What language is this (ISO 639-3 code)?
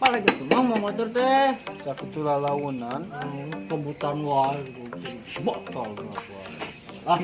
sun